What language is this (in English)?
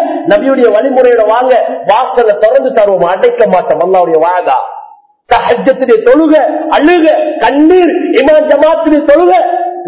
Tamil